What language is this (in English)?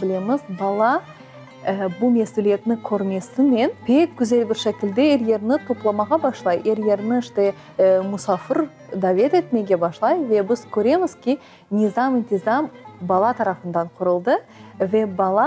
Crimean Tatar